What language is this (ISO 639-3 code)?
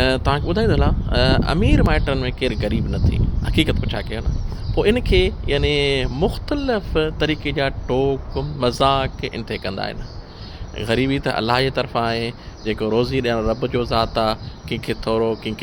snd